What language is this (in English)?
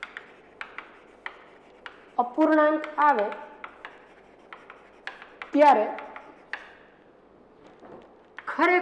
Gujarati